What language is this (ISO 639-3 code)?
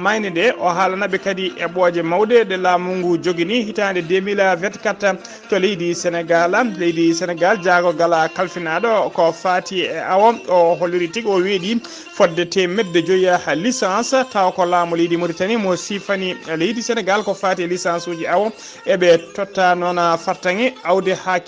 ful